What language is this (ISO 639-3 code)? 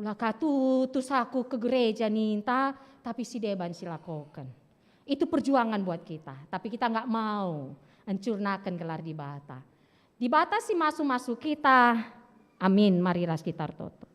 btx